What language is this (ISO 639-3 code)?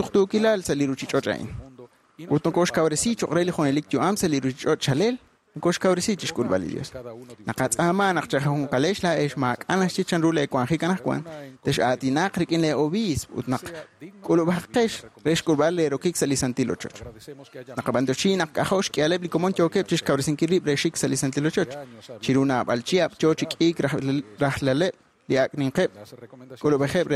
kek